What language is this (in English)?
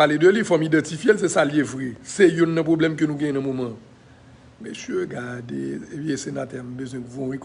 Haitian Creole